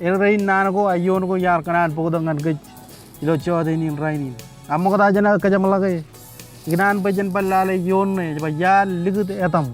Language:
Marshallese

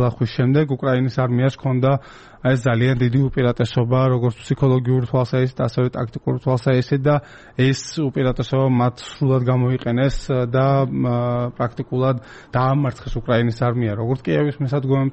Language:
Georgian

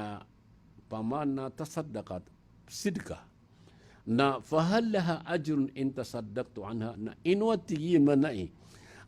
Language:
Maranao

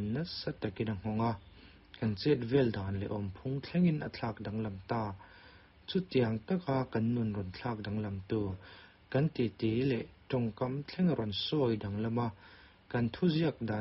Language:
Mizo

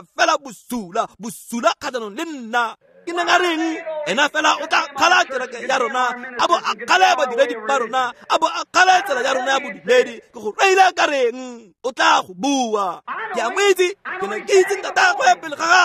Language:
Tswana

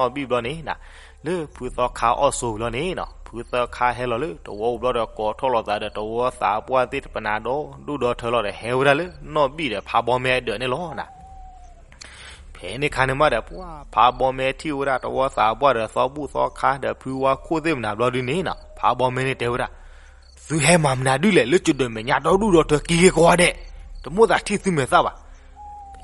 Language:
S'gaw Karen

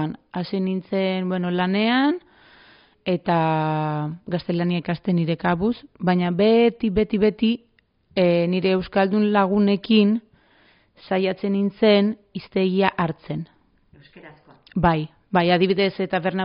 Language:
Basque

